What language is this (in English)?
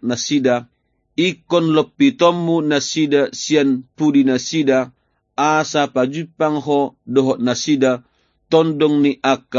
Batak Toba